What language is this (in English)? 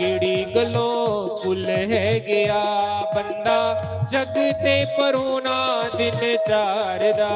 Dogri